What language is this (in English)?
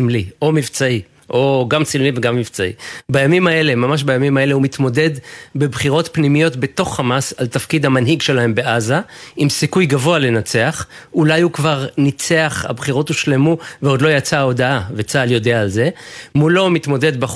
Hebrew